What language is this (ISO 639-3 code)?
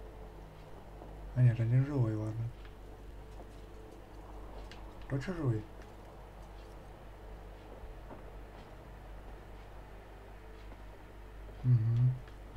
rus